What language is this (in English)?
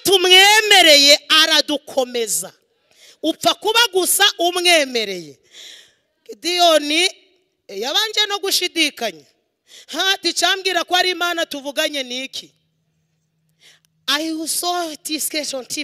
Kinyarwanda